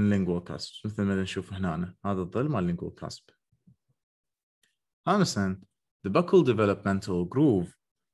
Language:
Mesopotamian Arabic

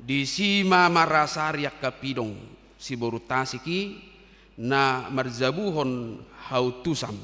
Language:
Batak Toba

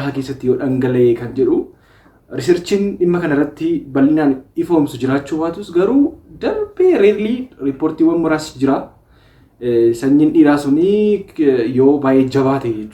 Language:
Oromo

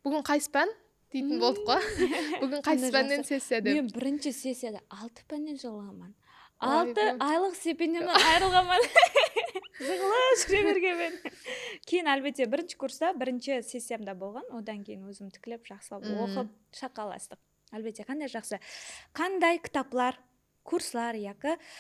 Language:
Kara-Kalpak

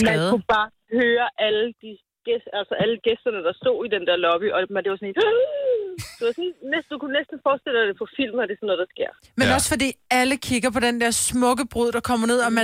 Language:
Danish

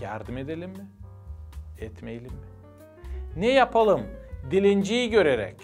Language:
Gagauz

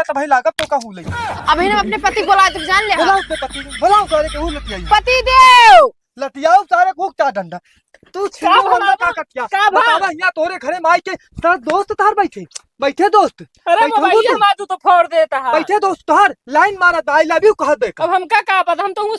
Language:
Awadhi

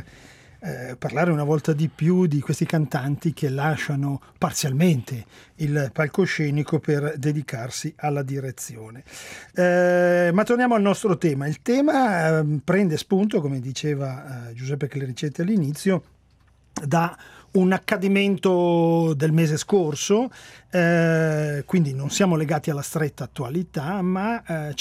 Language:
Italian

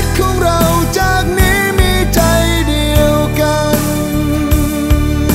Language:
Thai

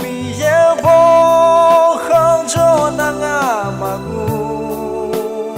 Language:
Akha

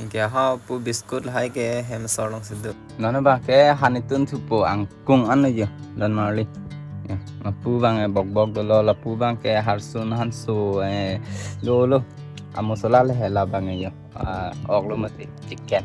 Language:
Karbi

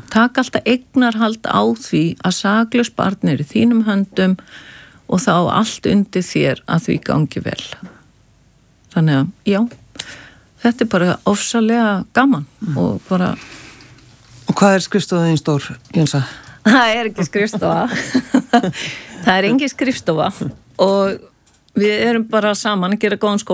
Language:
Icelandic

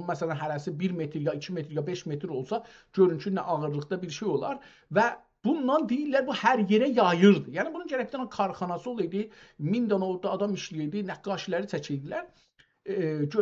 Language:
South Azerbaijani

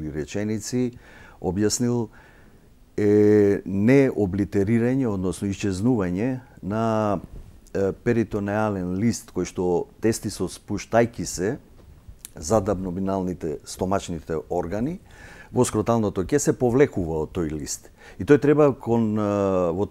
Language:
Macedonian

